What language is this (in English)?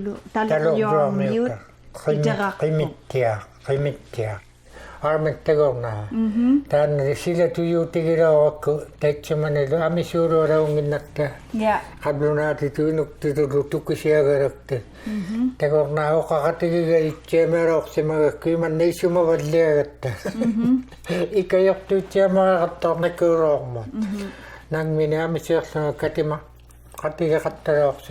Inuktitut